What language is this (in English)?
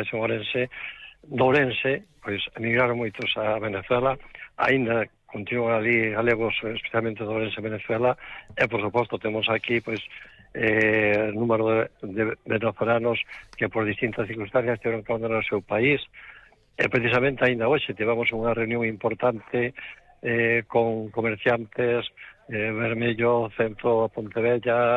Galician